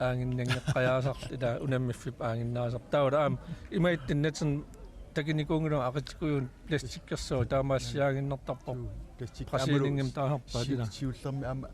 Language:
Kalaallisut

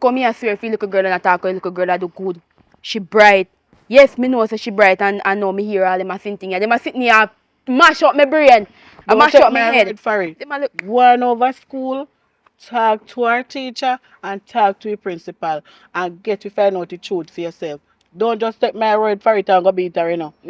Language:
Jamaican Creole English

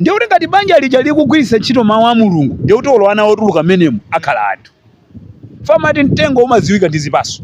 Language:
Nyanja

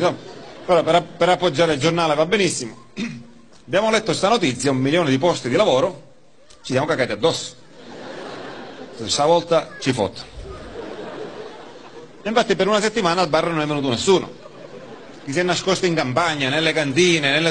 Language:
Italian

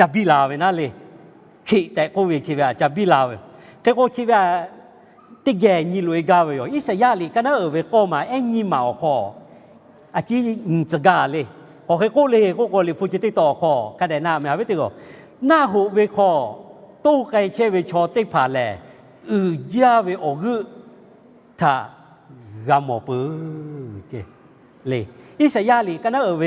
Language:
Lahu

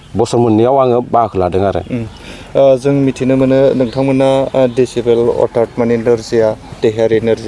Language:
Bodo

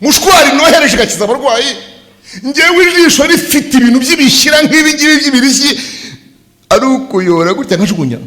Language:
Kinyarwanda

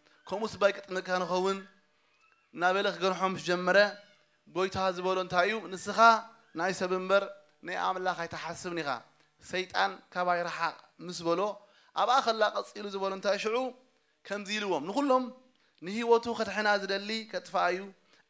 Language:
Tigrinya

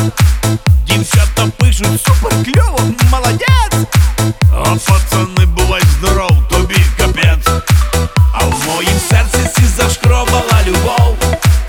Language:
Ukrainian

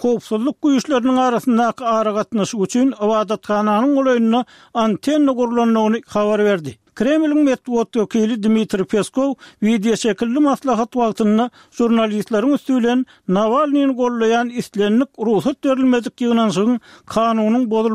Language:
Turkmen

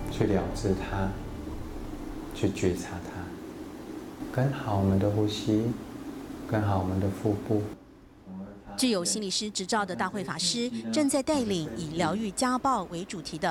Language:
Chinese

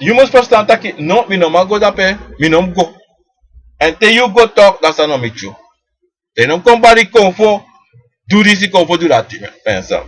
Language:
Sranan Tongo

